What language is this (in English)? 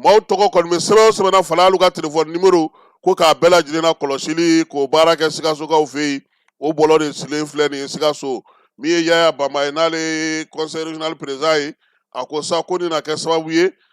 Bambara